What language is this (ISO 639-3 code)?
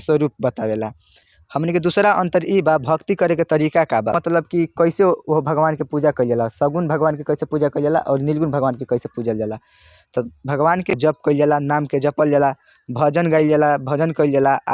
bho